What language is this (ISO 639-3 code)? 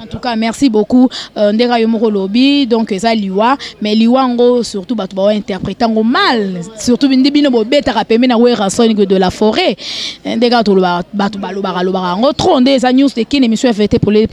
lin